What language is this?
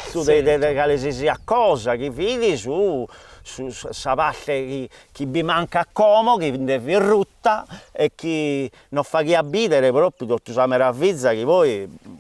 Sardinian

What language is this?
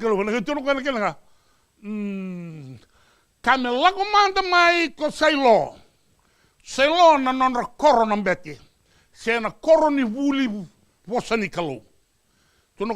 Fijian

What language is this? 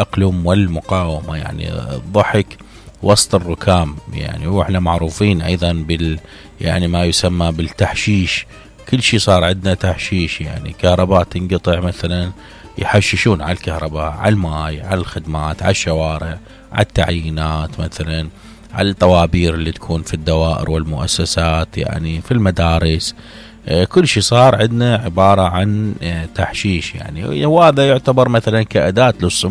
Mesopotamian Arabic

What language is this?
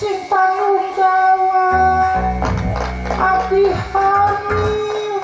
Sundanese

